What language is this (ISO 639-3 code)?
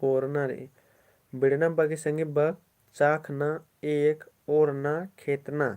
kru